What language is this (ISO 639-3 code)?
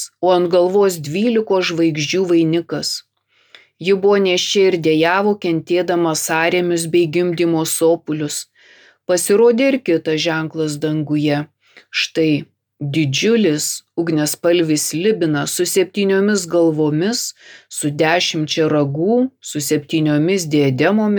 lit